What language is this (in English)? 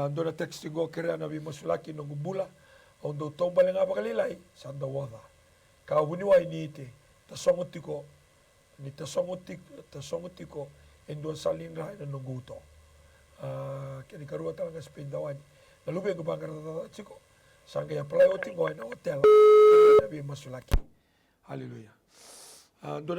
Fijian